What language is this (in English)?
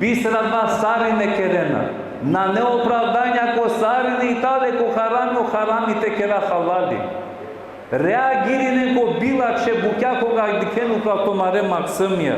Balkan Romani